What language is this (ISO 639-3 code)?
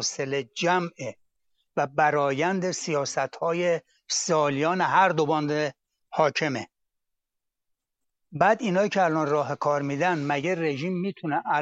fas